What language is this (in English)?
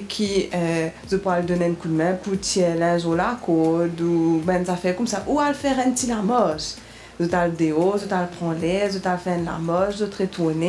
Morisyen